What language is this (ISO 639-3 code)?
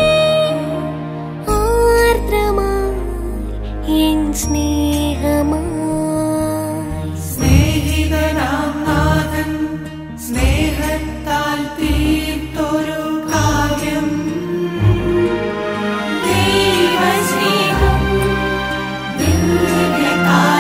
mal